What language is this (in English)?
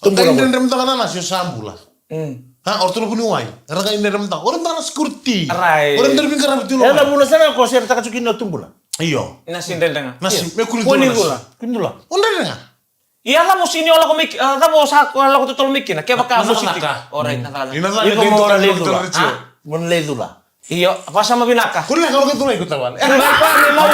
Fijian